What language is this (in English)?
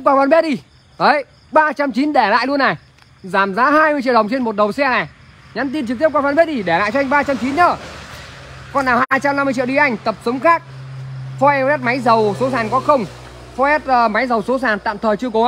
Vietnamese